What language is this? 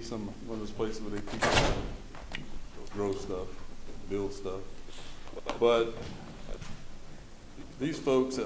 English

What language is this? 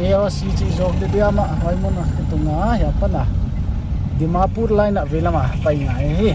Paite Chin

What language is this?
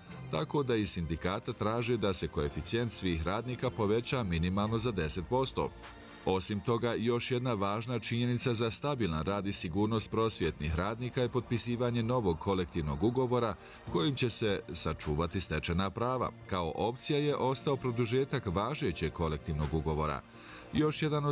Bosnian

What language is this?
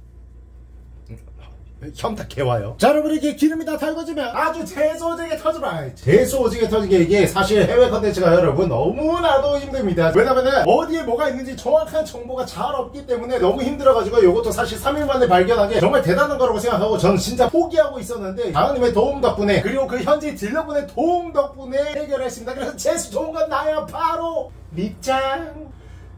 Korean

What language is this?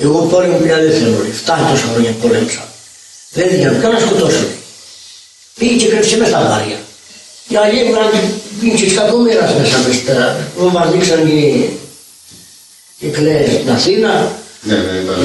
Greek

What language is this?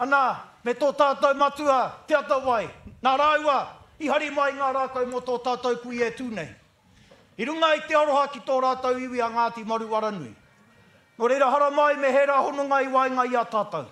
Māori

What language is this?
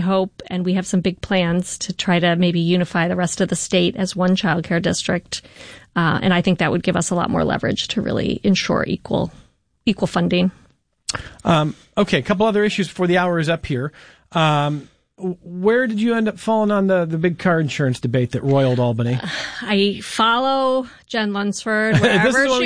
English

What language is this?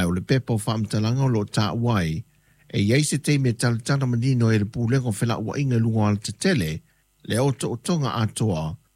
Samoan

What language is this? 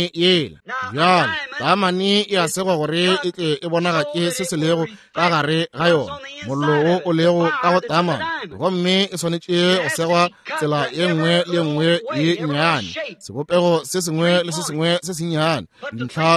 Northern Sotho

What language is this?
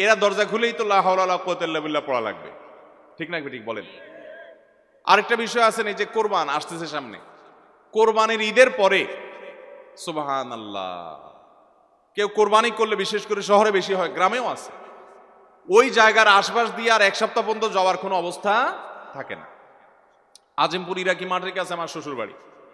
Bangla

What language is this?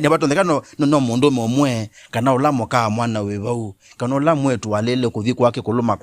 Kamba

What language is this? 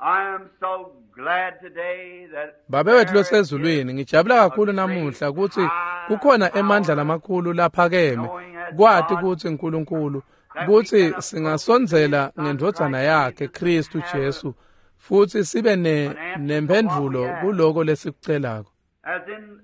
Swati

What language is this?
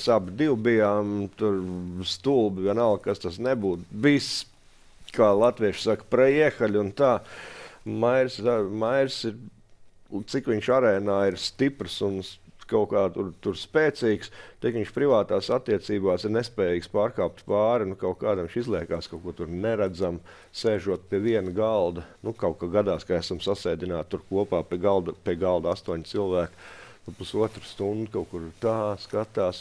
Latvian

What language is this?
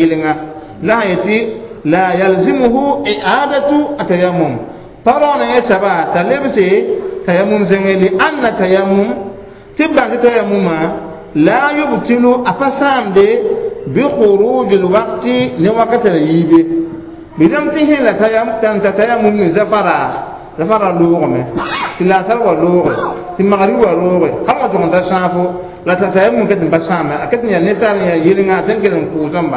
Mossi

